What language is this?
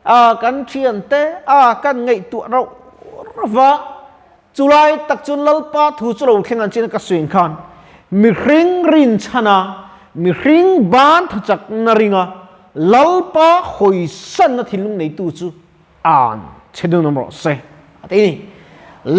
Mizo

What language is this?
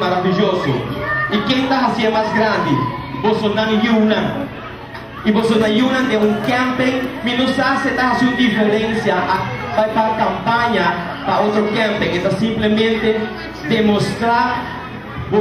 Papiamento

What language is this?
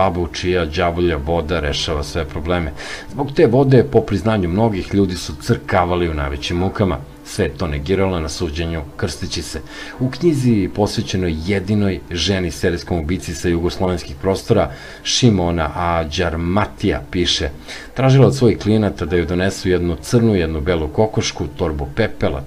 Serbian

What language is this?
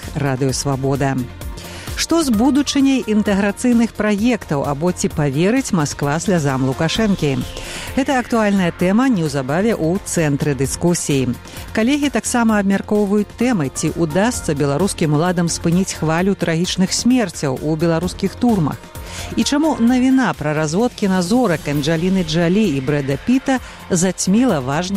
Belarusian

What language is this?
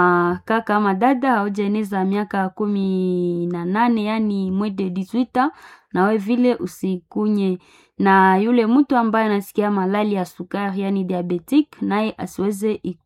Swahili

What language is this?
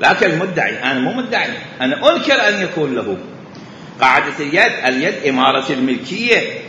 Mesopotamian Arabic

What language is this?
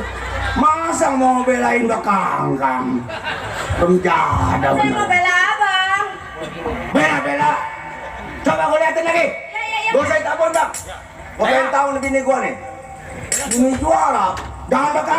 Betawi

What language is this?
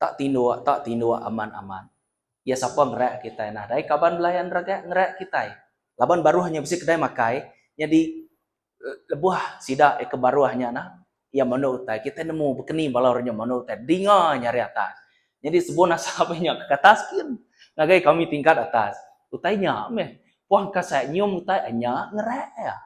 Iban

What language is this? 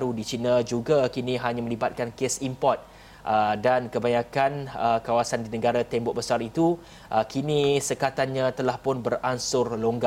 Malay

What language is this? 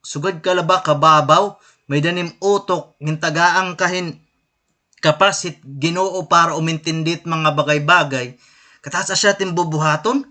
Waray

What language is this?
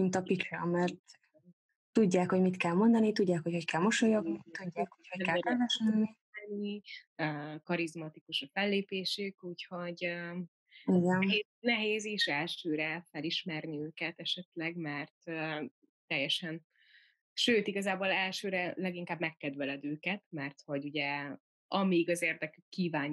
Hungarian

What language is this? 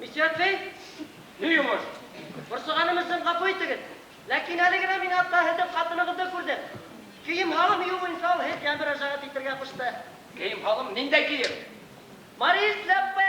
Bashkir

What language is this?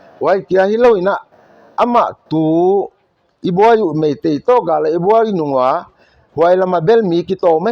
Paite Chin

